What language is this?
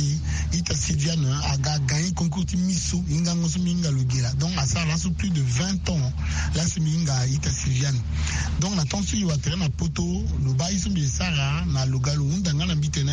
Sango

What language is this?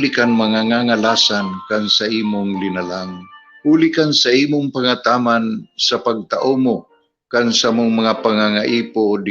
Bikol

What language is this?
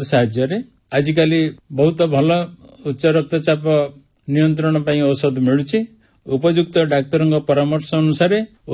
Odia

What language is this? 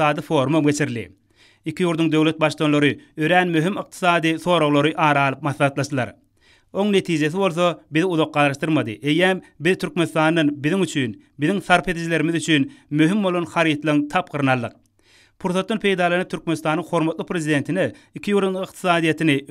Turkmen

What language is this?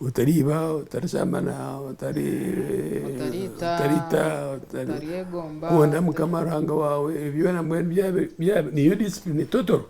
Nyankole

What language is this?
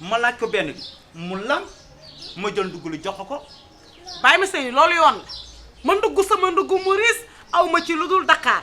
Wolof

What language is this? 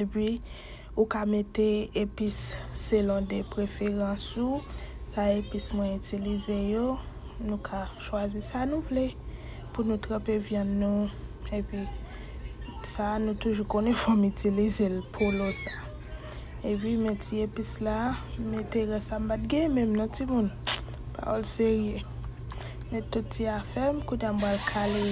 Haitian Creole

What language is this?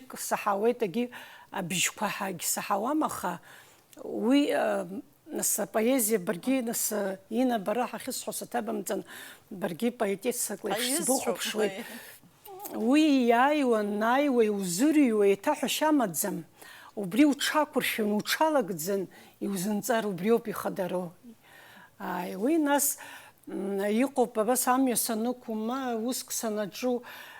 Abkhazian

